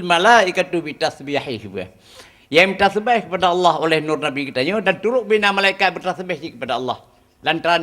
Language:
Achinese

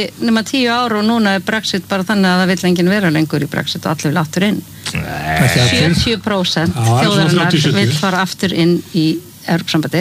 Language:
Icelandic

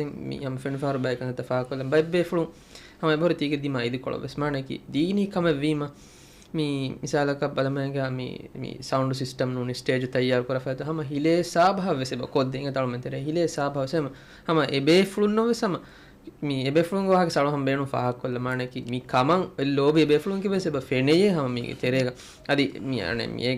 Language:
Divehi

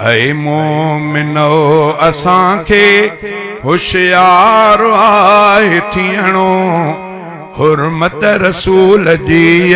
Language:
Sindhi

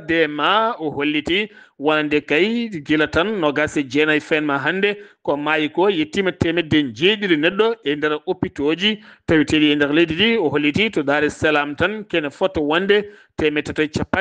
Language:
Fula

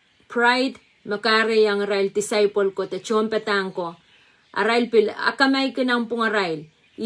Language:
Pohnpeian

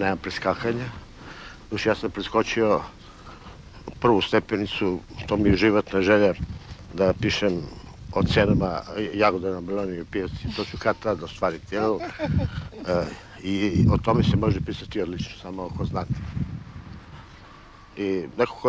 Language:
Serbian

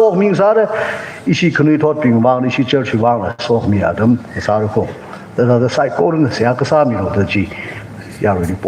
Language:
Tangkhul Naga (India)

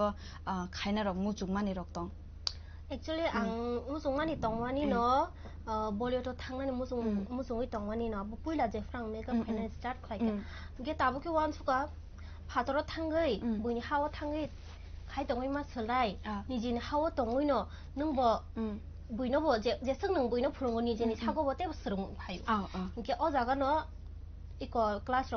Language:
Kok Borok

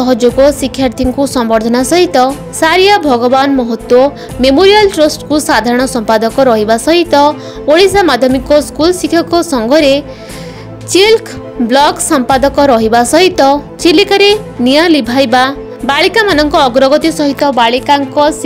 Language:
Odia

